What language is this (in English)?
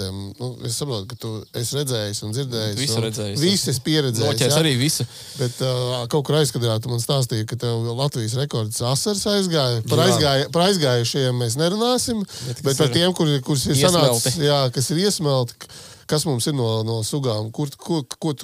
Latvian